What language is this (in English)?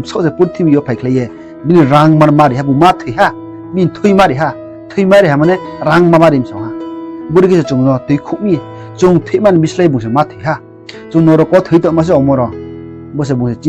Riang (India)